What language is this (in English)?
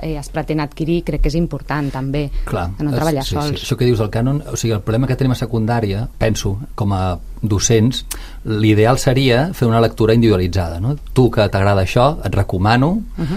Catalan